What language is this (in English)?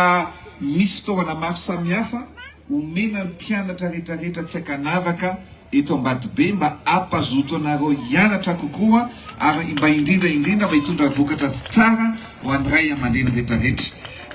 Malagasy